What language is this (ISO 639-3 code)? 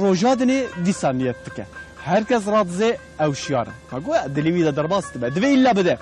kur